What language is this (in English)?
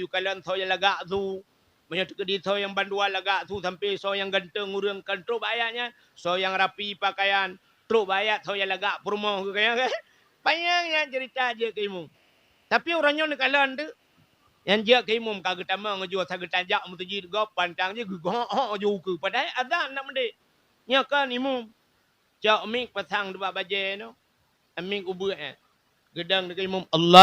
Achinese